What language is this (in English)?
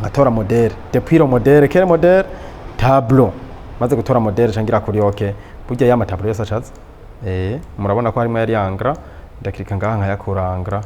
Rundi